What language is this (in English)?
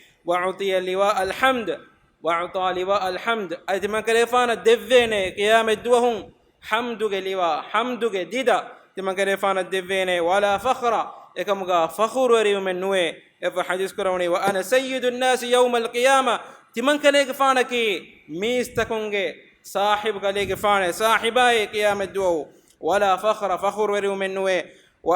Divehi